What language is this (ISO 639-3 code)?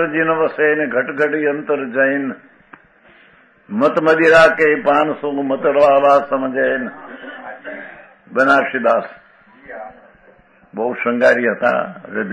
guj